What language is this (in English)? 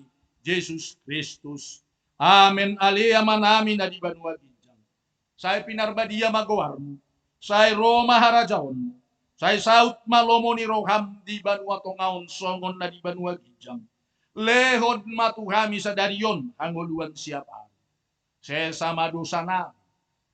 Batak Toba